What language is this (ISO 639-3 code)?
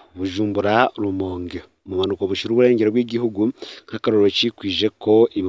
run